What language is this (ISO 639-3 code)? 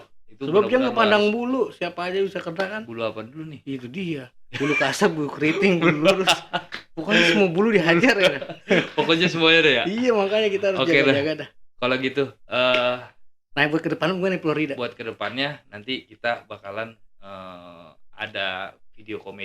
bew